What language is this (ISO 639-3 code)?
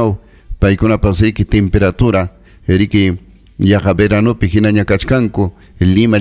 quy